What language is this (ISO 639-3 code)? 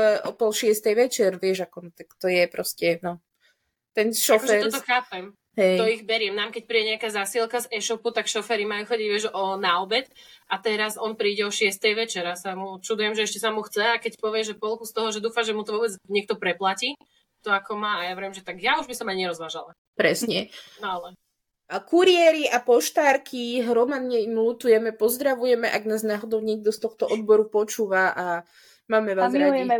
slk